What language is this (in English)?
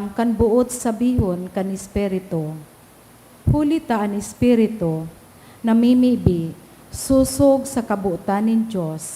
Bikol